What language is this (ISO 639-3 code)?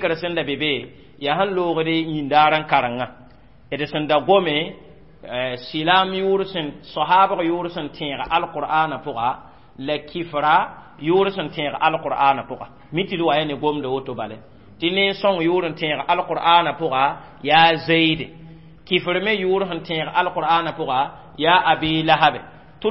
mos